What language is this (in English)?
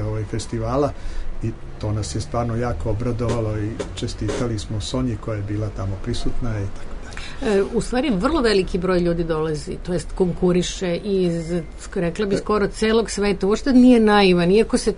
Serbian